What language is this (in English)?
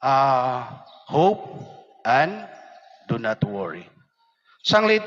Waray